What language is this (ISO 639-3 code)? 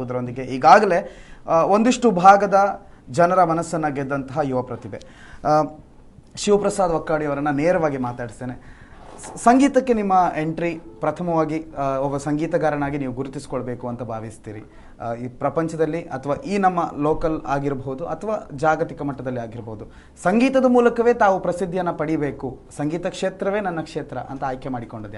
kan